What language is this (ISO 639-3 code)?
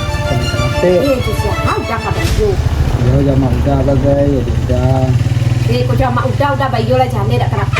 min